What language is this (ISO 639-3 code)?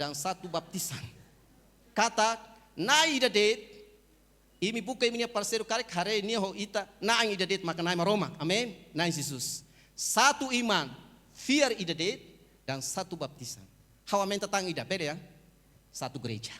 tet